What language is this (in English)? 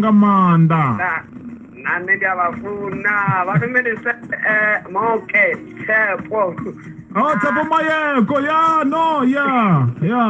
Venda